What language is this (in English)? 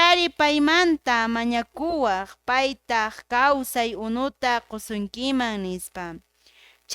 Quechua